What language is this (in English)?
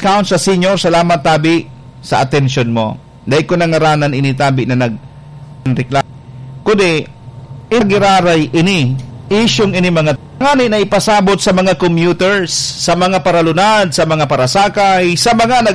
Bikol